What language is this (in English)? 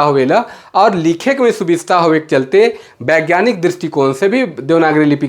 Sadri